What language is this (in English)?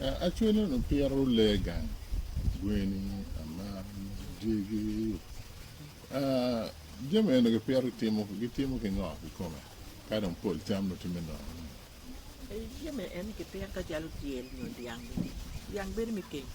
Acoli